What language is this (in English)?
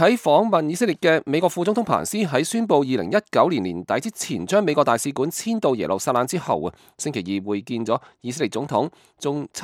Cantonese